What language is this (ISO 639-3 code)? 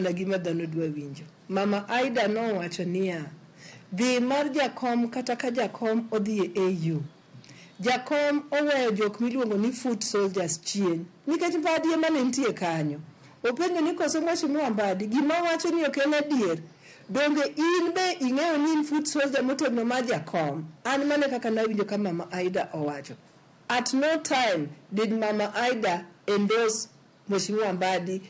luo